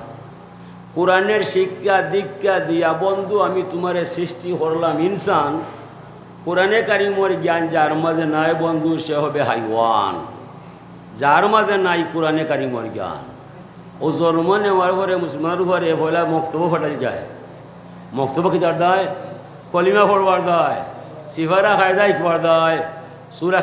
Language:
Sylheti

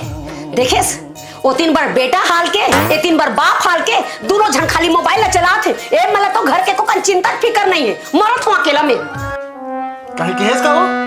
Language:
Chhattisgarhi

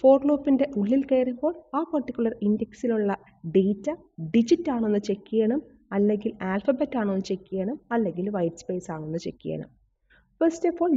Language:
Malayalam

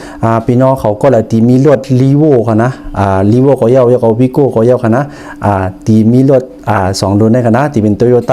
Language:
Shan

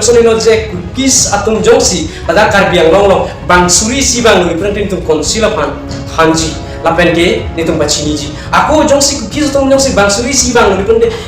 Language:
Karbi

